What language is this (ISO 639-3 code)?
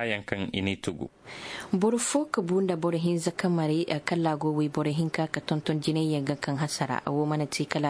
ses